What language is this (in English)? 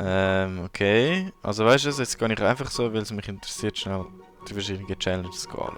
Swiss German